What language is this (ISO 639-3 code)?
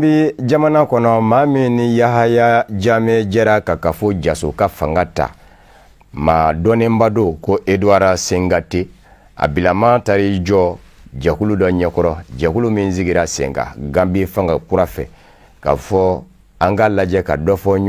bam